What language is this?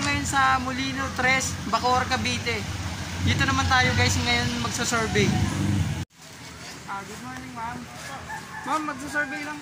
Filipino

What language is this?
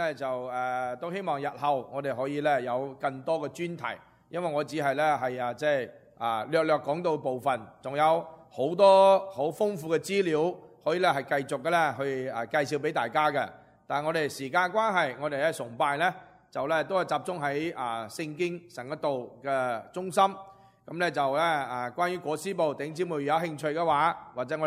Cantonese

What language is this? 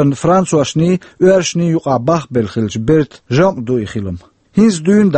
Chechen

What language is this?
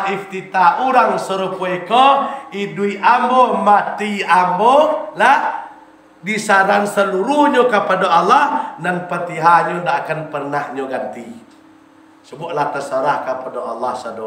Minangkabau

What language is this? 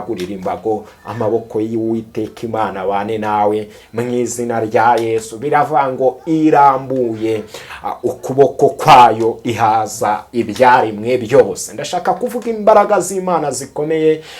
Kinyarwanda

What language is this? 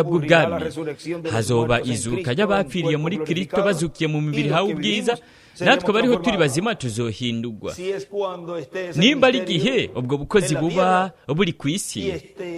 Rundi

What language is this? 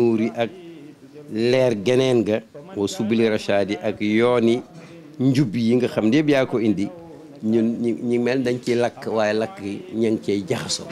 Wolof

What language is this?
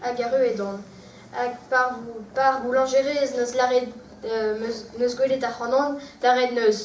Breton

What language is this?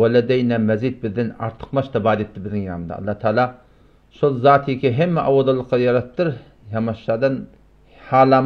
Turkmen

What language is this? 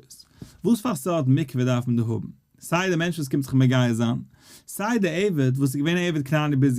Yiddish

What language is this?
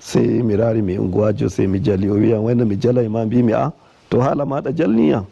Nigerian Fulfulde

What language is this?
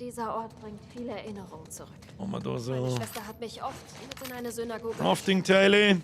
Bavarian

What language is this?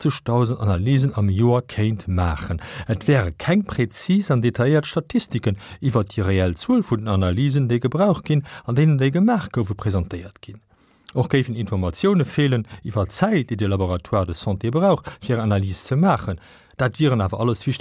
Luxembourgish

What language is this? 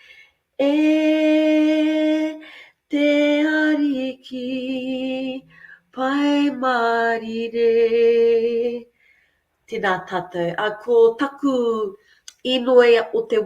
Māori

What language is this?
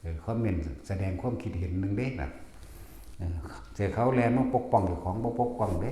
Northeastern Thai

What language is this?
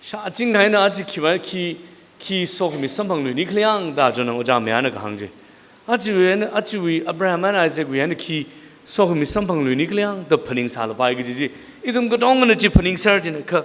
Tangkhul Naga (India)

